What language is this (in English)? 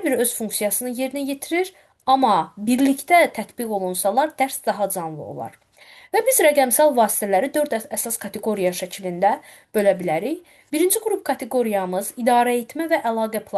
Azerbaijani